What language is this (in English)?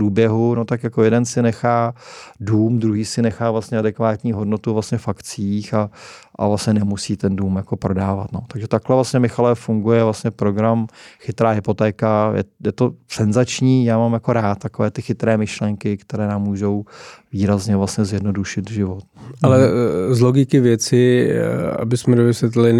Czech